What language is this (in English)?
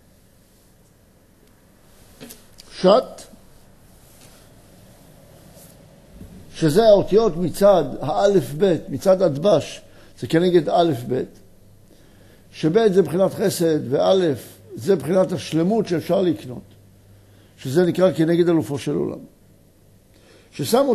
Hebrew